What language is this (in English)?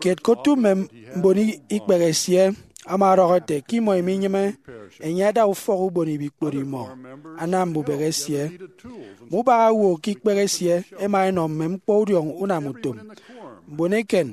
Efik